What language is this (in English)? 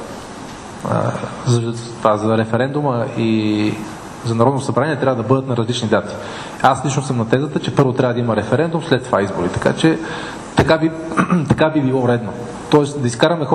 Bulgarian